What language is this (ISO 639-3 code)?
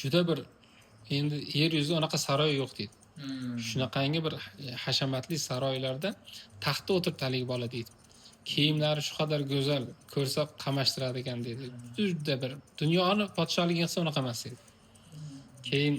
uzb